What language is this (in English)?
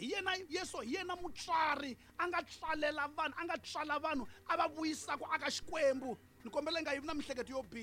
Tsonga